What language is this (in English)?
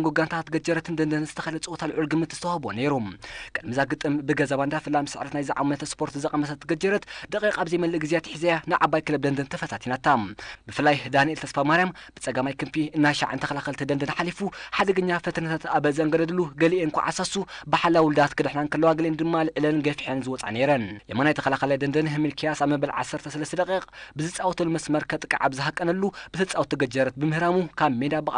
Tigrinya